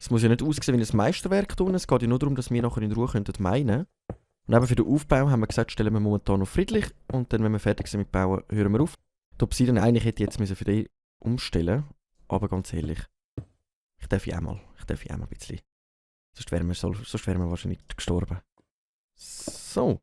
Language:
Swiss German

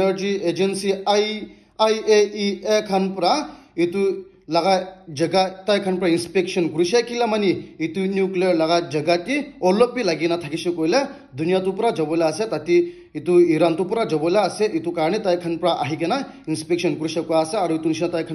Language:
Naga Pidgin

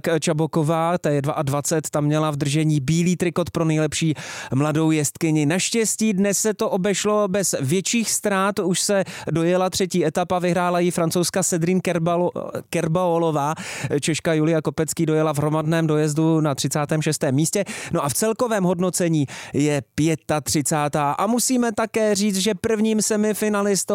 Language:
Czech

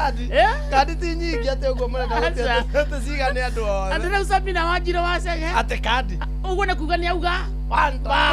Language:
Kikuyu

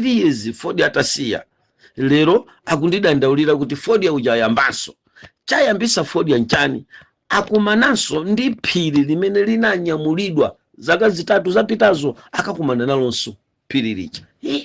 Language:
Nyanja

